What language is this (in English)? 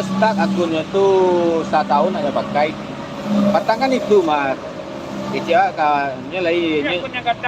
Minangkabau